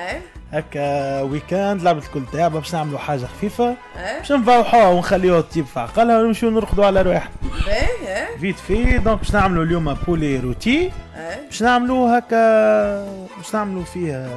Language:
Tunisian Arabic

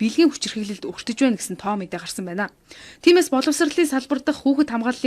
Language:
Mongolian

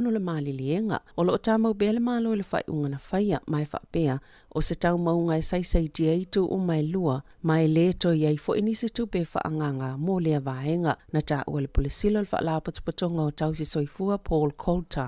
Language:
Samoan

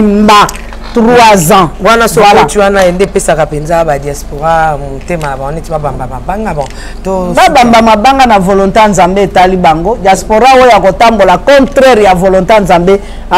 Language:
Lingala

